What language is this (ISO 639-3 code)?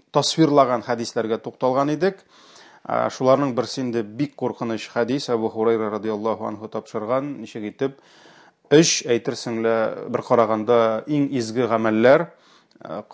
tat